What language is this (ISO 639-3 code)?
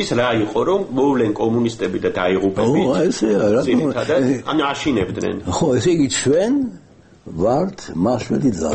kat